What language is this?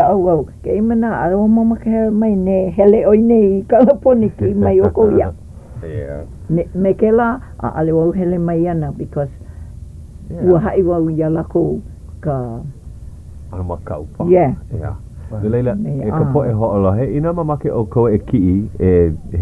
Hawaiian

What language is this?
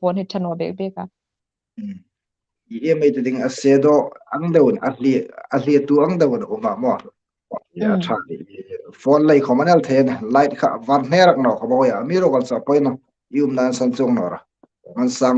Hmar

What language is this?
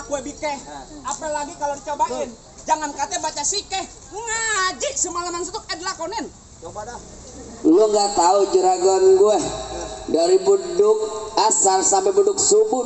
Betawi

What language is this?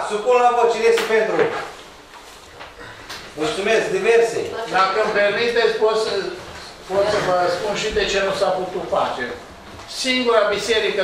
Romanian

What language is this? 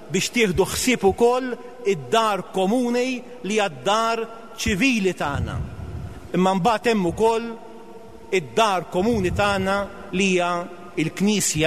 Maltese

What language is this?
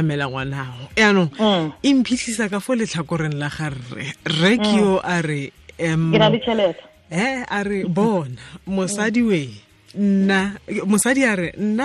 Tswana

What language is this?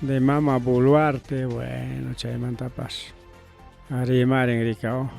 Ayacucho Quechua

